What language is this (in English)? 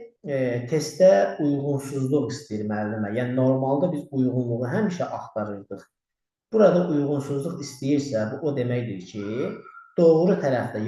Azerbaijani